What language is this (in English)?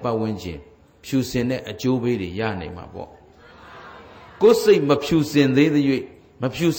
Burmese